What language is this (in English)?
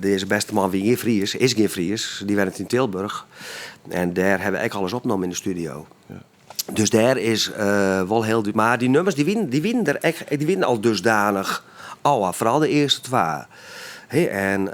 Western Frisian